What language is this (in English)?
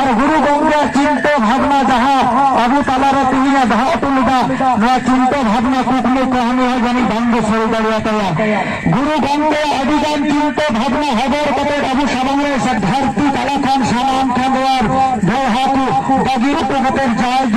Santali